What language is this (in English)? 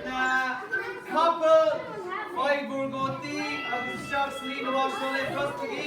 Irish